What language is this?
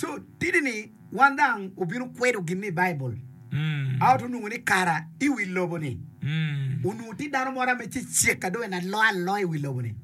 Acoli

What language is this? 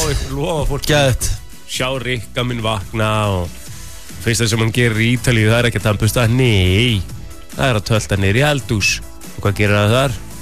Icelandic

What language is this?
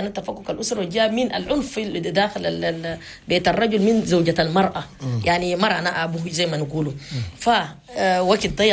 Chadian Arabic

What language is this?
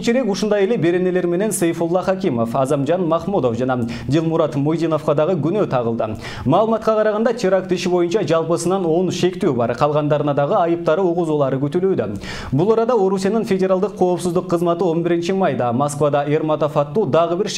Kyrgyz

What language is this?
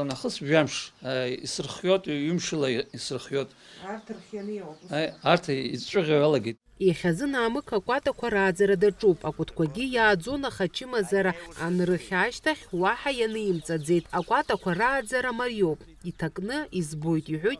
Abkhazian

